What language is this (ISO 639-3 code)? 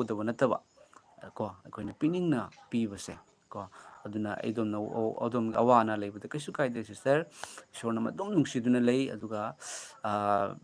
mni